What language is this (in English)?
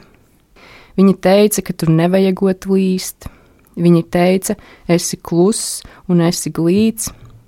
Latvian